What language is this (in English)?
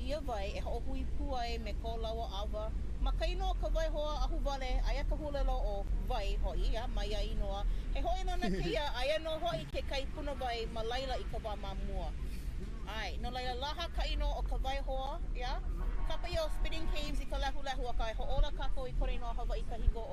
Hawaiian